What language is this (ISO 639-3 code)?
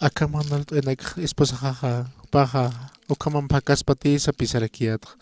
aym